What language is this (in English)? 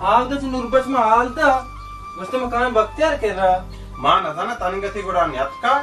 Baluchi